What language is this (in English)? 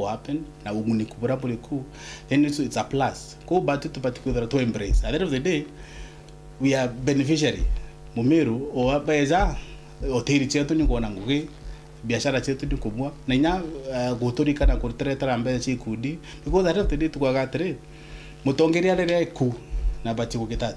Meru